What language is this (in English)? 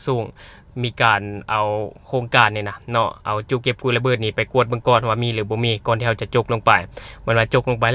Lao